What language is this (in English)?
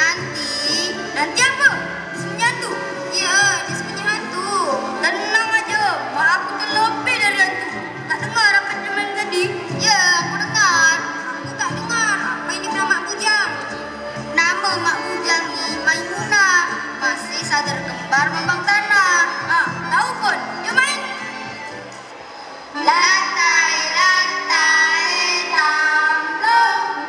Malay